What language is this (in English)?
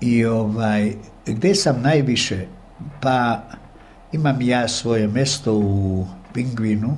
Serbian